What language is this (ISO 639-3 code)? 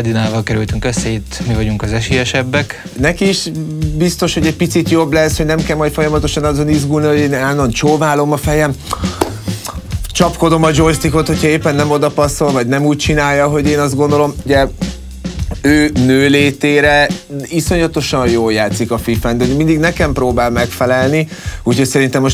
hun